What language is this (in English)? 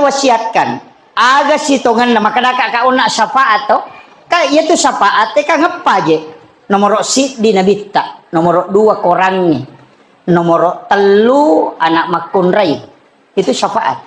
Buginese